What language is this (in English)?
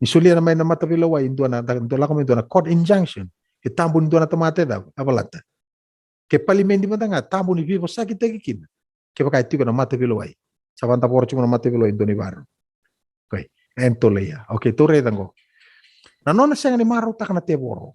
Fijian